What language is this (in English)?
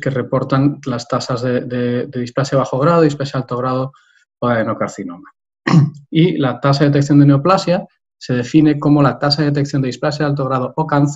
Spanish